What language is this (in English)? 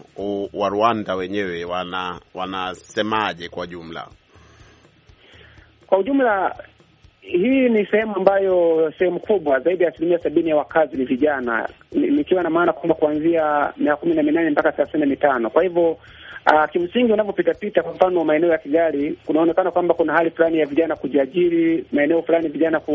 Swahili